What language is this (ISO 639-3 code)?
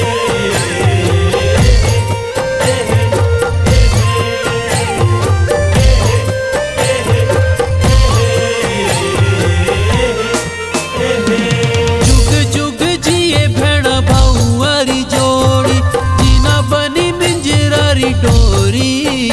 bho